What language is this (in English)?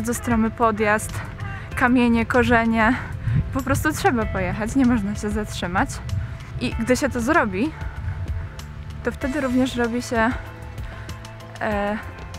Polish